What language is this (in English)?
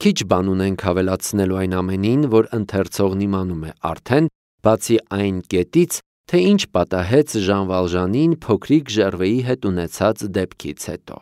Armenian